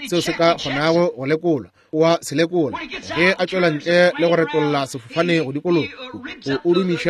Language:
Northern Sotho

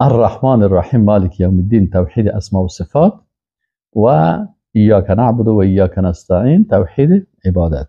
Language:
Persian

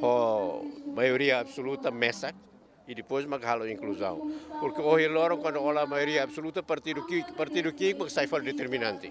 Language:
Tetum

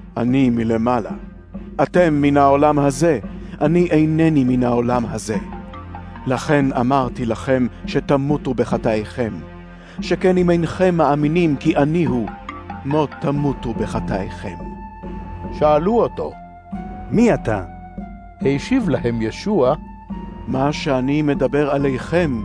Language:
Hebrew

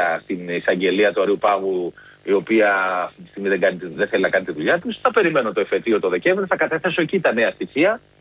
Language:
Greek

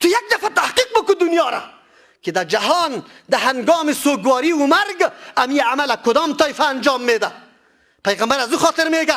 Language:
Persian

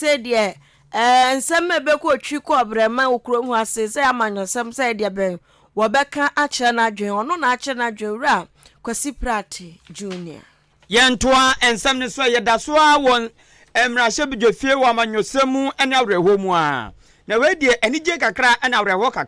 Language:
Akan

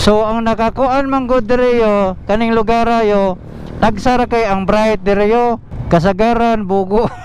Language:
Cebuano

